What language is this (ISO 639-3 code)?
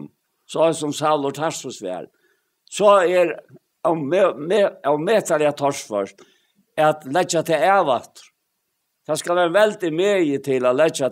fao